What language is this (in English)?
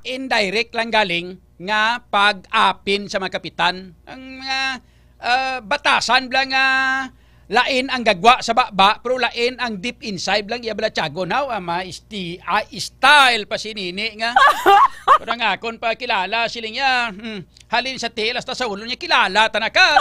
Hiligaynon